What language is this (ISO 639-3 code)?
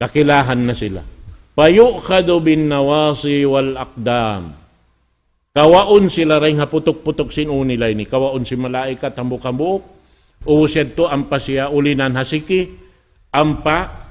tsg